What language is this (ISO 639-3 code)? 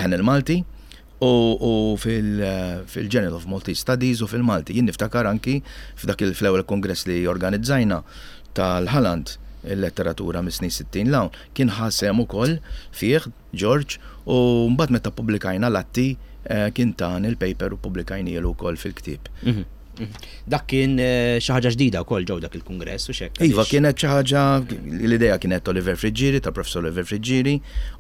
mlt